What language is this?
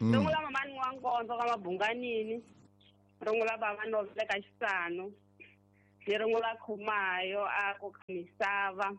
Tsonga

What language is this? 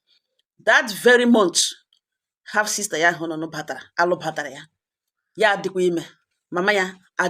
Igbo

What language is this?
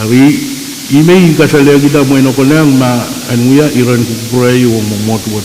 Pohnpeian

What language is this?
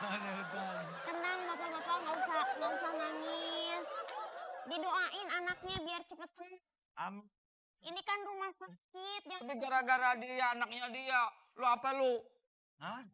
Betawi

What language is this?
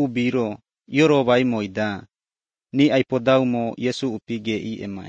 Lithuanian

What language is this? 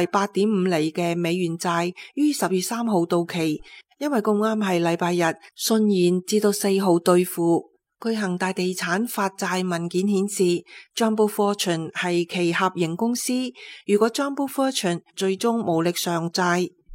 Cantonese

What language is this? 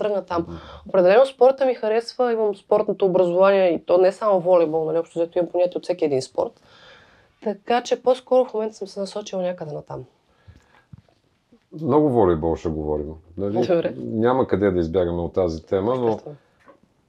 Bulgarian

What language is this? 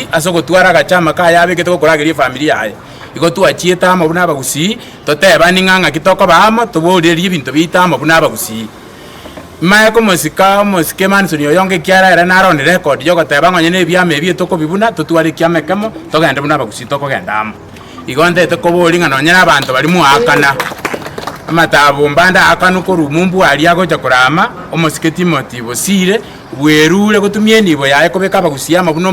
Gusii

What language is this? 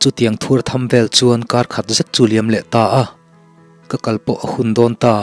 Mizo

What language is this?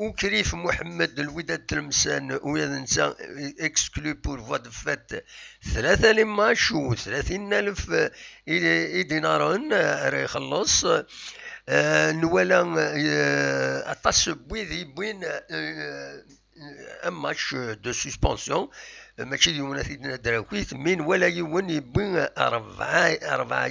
Kabyle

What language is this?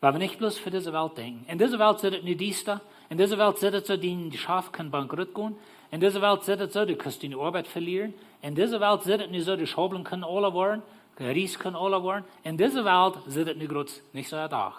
Plautdietsch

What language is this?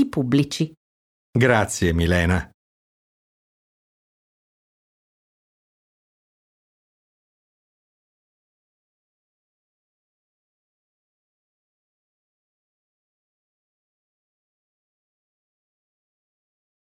Italian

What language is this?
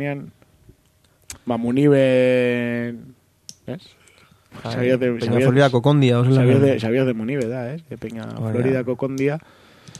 Basque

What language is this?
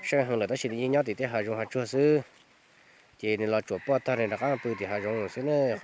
Hmong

